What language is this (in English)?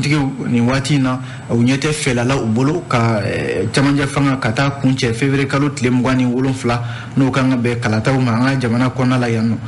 Bambara